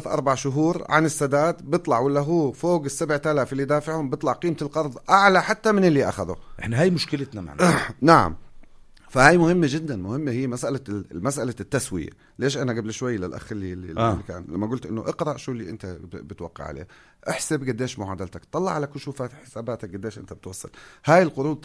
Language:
North Levantine Arabic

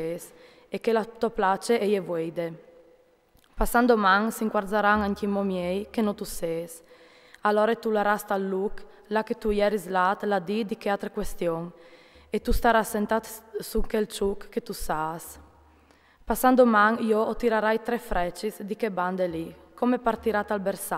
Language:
Friulian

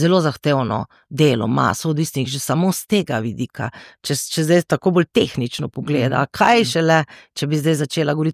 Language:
Slovenian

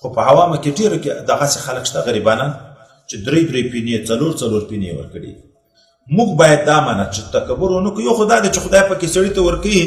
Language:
Pashto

